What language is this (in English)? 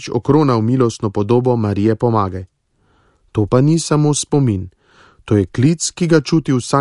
Slovenian